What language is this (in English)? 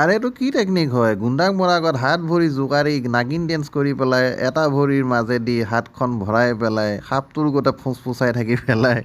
Assamese